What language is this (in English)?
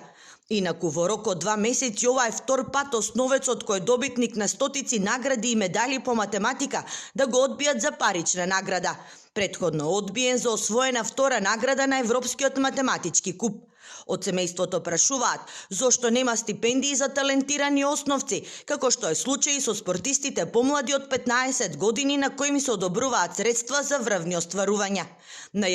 Macedonian